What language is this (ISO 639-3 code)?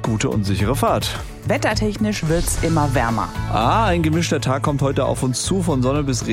deu